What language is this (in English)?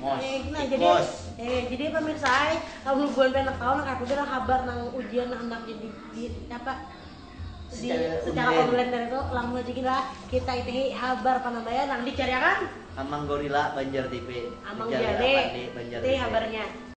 Banjar